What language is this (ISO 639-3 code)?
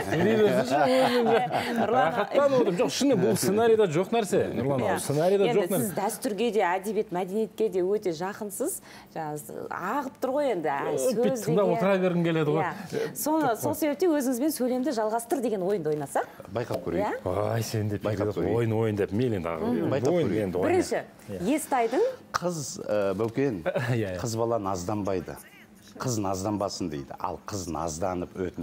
kaz